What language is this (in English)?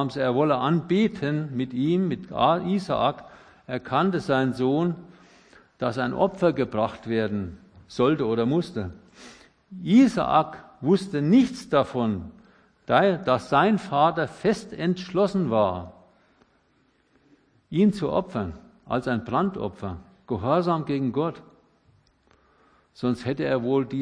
German